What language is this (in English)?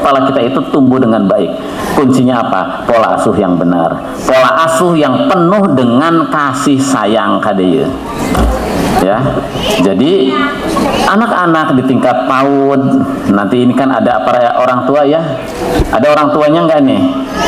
Indonesian